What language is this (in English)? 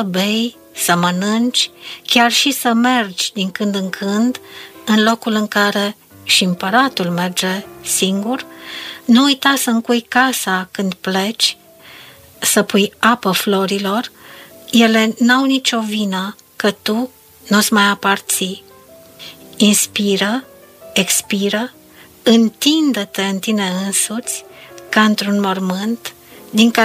Romanian